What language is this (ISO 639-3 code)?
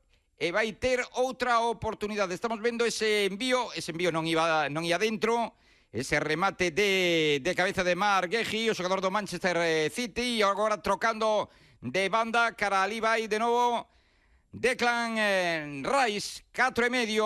glg